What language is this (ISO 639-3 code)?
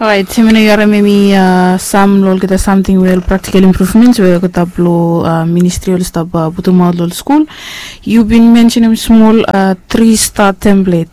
bis